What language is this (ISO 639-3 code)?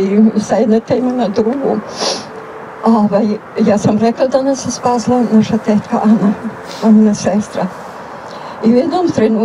srp